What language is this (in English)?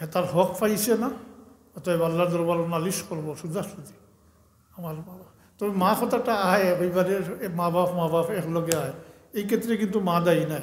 Sylheti